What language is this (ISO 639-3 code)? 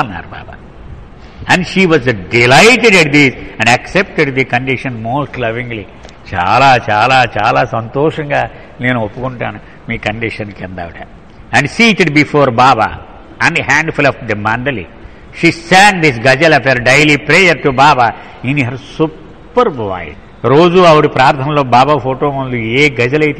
tel